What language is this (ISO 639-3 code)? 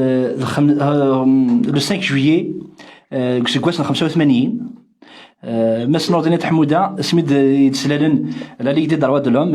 kab